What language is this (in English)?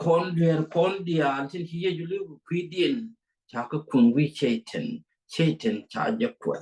Nuer